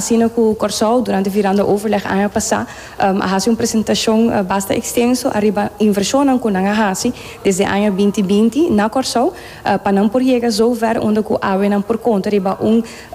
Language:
Papiamento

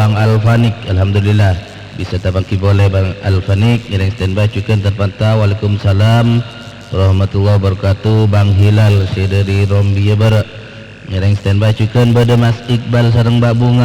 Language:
Madurese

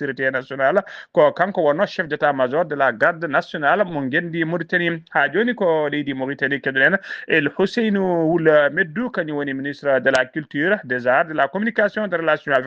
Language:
Fula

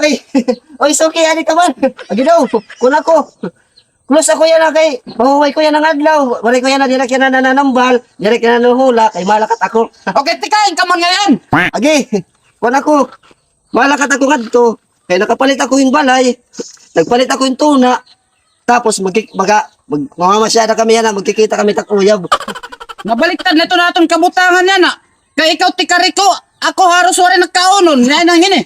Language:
Waray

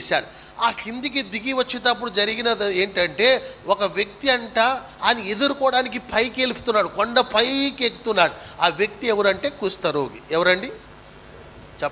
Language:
Telugu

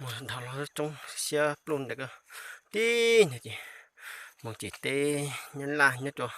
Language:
Hmong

